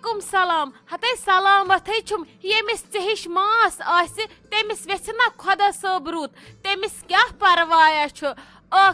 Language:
Kashmiri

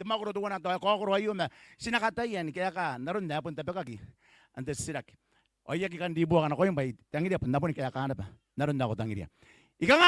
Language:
Gilbertese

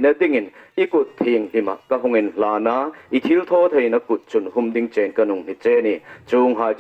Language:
Hmar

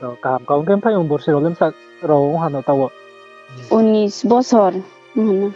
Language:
Riang (India)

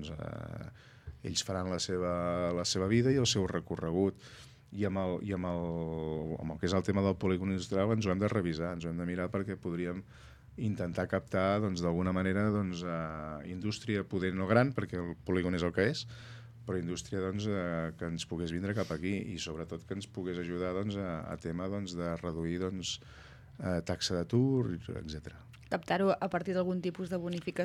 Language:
Catalan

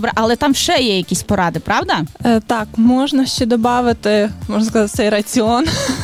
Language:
Ukrainian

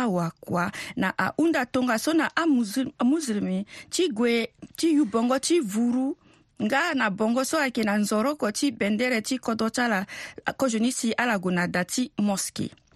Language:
Sango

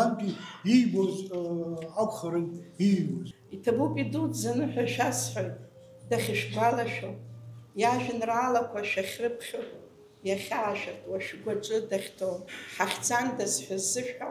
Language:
Abkhazian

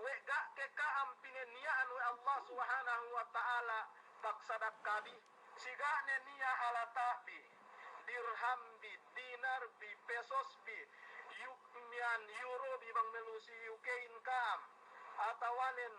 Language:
Yakan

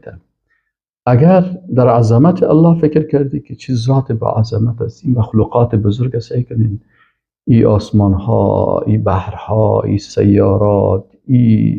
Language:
Persian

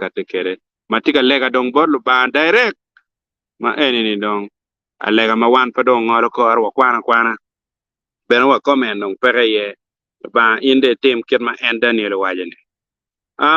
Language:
Acoli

